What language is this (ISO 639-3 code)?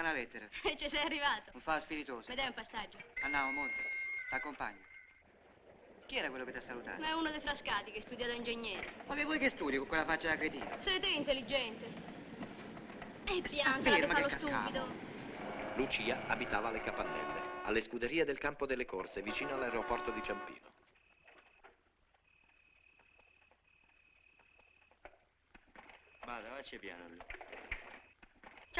ita